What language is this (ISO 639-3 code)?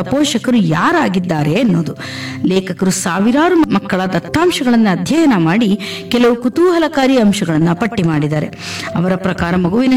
kan